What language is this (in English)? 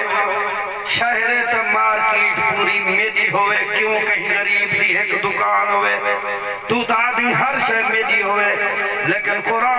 Saraiki